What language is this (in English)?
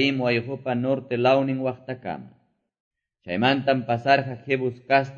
Quechua